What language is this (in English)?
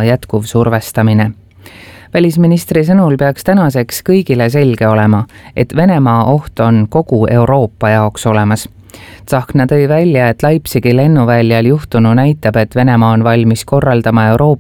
Estonian